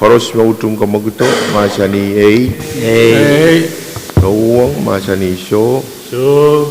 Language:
Pohnpeian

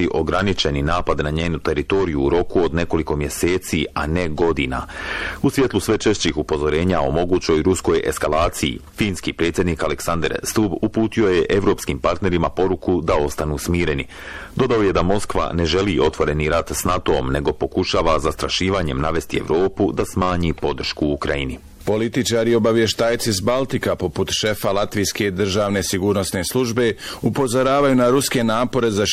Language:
Bosnian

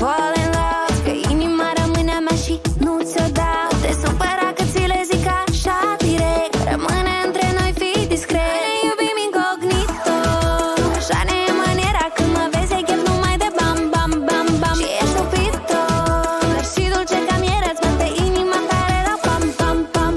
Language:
Romanian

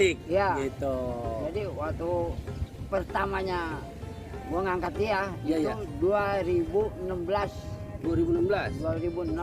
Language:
Betawi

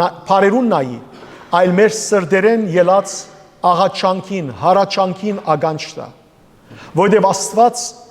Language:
Western Armenian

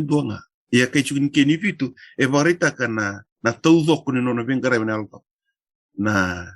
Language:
Fijian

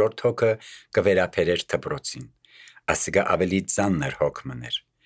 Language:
Armenian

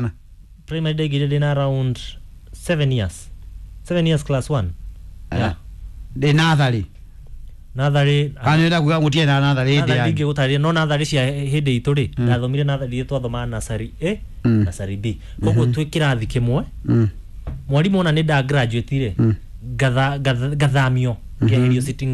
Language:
Kikuyu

